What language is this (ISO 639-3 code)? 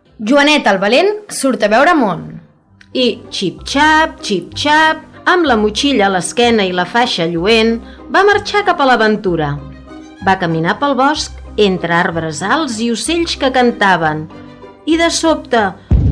cat